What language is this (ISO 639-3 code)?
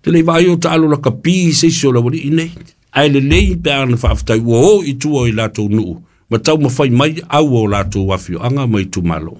smo